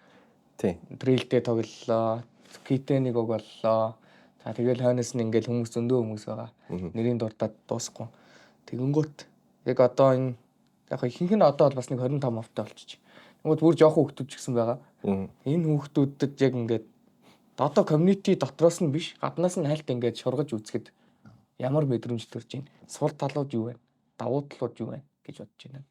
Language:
Mongolian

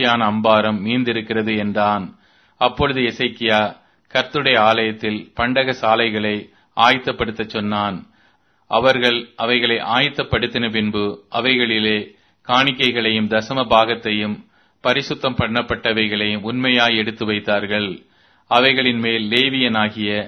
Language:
Tamil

